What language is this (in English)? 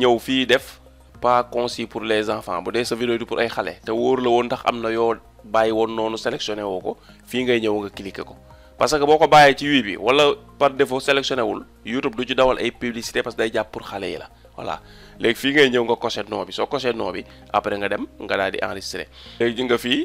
Wolof